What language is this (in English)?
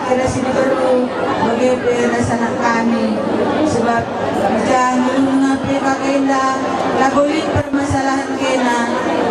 Batak Karo